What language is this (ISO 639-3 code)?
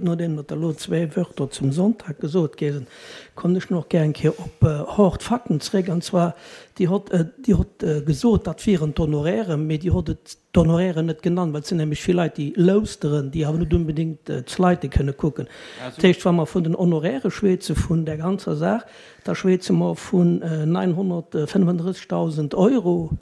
ltz